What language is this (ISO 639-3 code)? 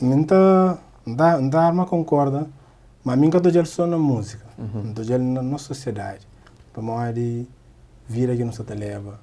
kea